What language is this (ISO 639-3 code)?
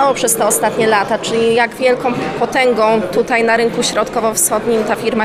pol